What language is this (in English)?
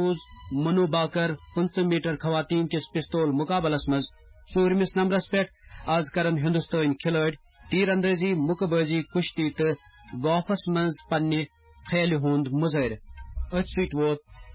Kashmiri